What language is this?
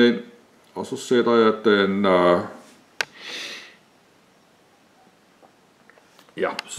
Danish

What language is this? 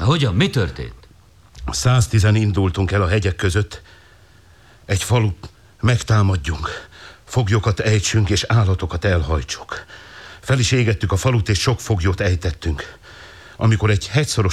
Hungarian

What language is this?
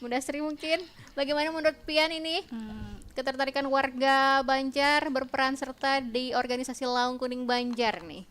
Banjar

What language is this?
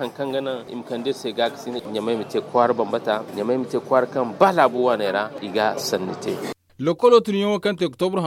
Zarma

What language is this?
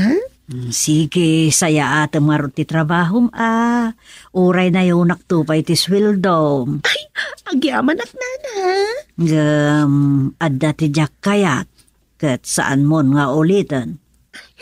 Iloko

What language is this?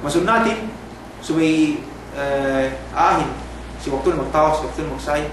Yakan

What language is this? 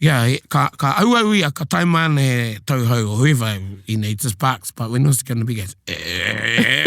Māori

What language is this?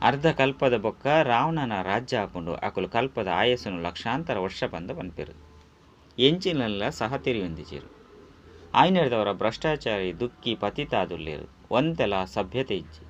Tulu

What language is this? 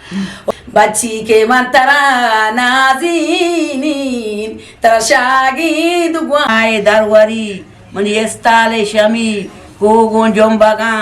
Eastern Balochi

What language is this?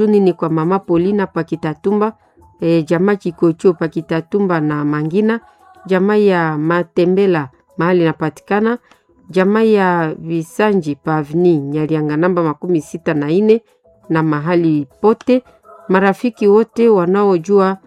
Swahili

